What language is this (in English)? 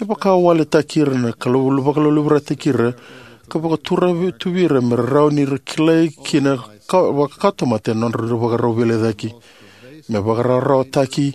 Fijian